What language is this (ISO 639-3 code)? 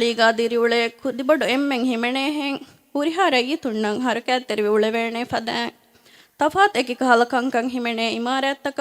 div